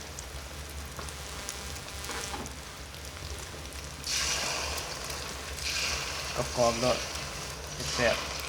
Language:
Lao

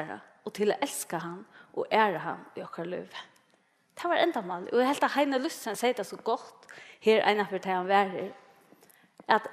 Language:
Faroese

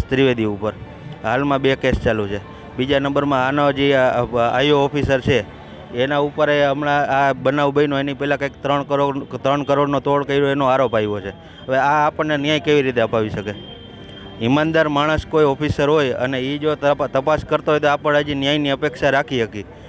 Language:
Gujarati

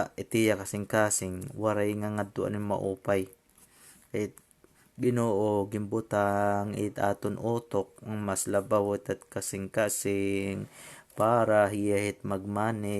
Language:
Waray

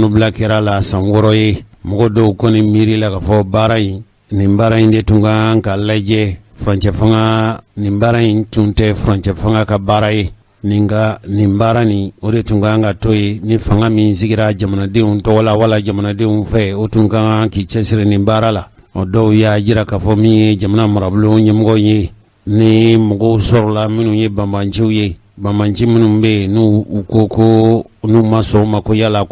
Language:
Bambara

